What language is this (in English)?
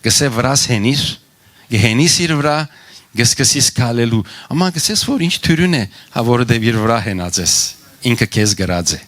Western Armenian